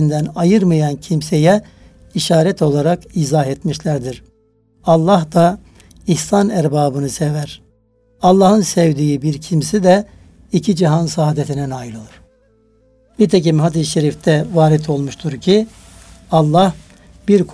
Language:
Turkish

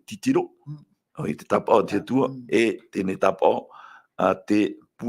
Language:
Tahitian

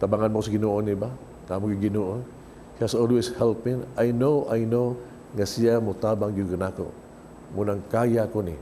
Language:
Cebuano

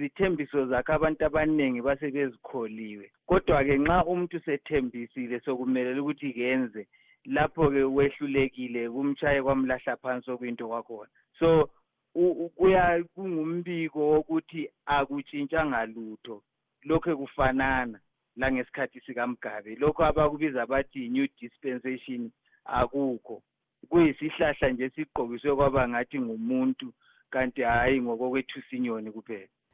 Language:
North Ndebele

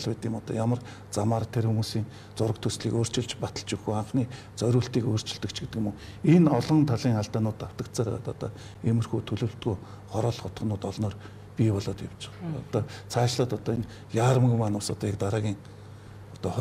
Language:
Mongolian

